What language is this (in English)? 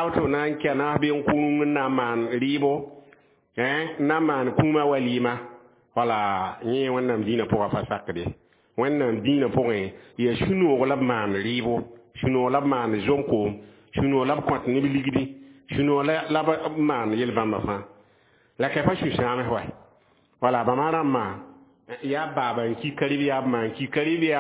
Mossi